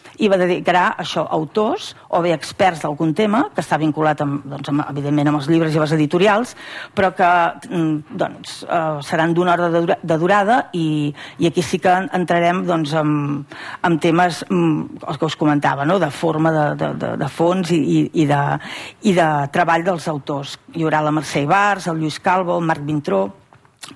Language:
Catalan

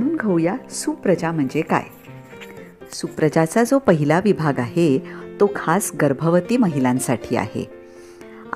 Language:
Marathi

